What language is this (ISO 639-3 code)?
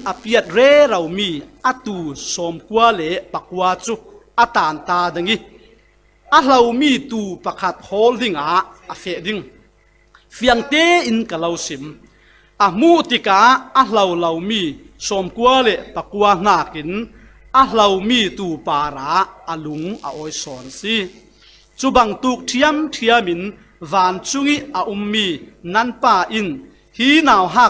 cfm